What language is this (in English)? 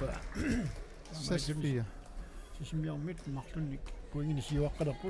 Kalaallisut